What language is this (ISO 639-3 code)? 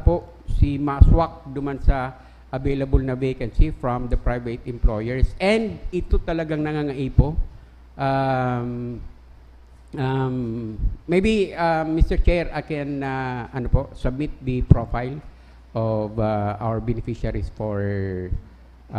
bik